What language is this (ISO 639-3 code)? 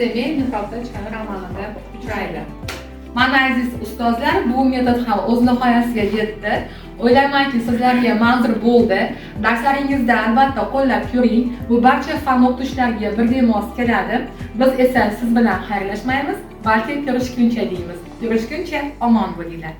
uzb